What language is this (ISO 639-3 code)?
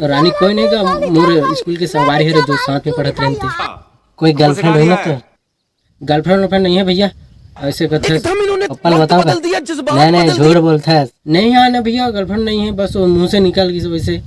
hne